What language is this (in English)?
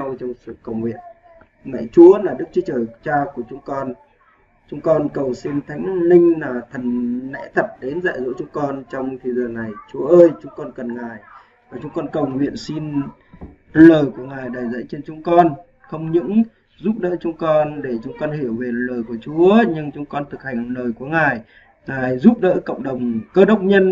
Vietnamese